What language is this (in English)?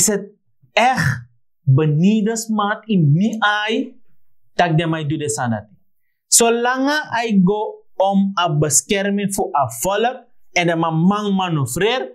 Sranan Tongo